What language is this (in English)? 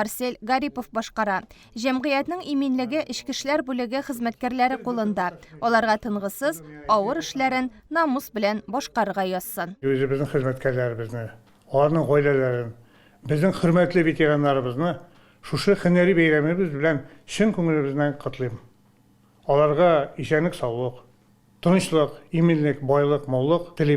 Tatar